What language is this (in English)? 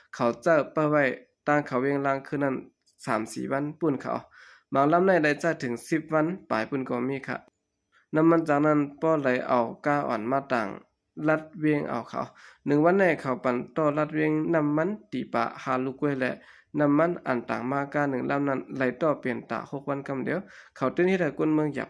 Shan